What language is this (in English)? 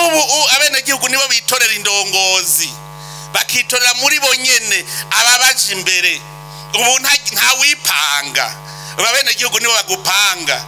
Rundi